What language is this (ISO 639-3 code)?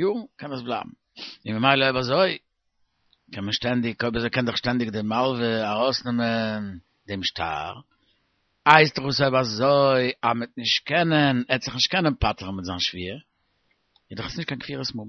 yid